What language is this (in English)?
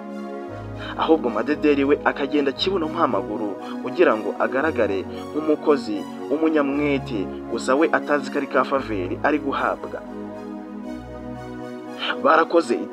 Kinyarwanda